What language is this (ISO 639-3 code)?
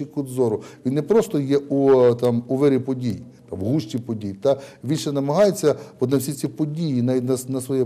ukr